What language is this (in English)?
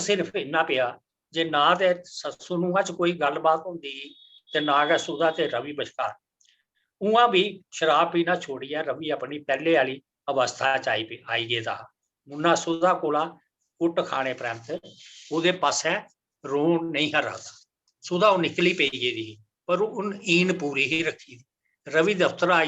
Dogri